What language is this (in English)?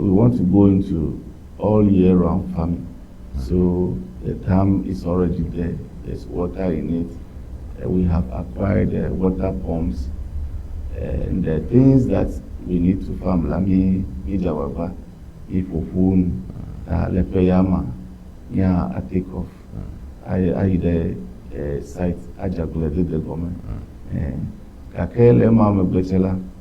Ewe